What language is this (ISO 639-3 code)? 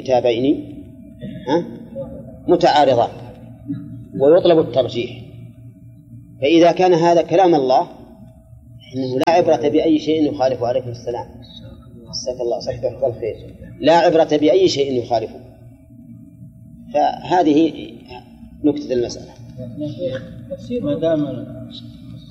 ara